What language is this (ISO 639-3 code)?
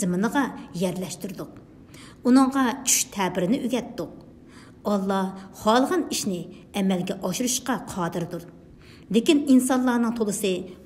uig